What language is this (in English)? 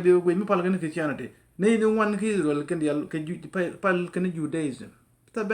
Nuer